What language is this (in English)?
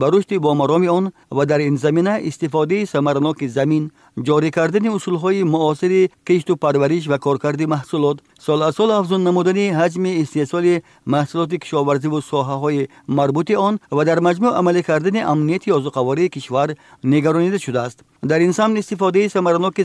Tajik